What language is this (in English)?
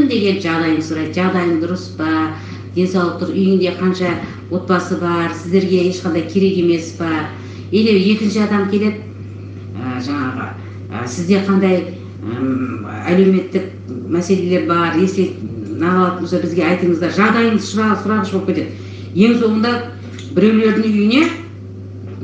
Kazakh